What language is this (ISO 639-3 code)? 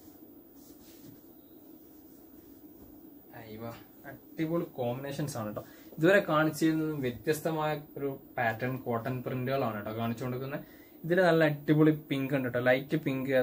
mal